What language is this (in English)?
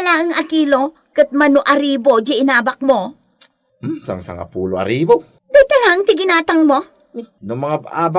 Iloko